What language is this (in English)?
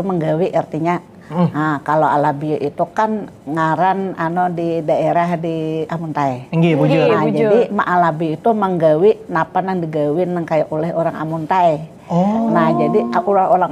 Banjar